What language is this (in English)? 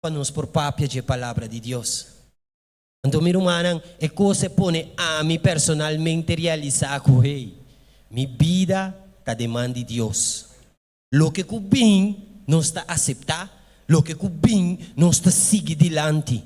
Papiamento